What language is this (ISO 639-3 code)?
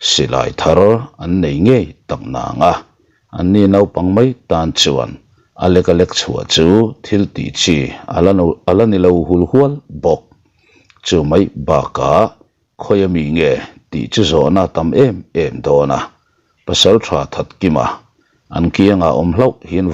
lus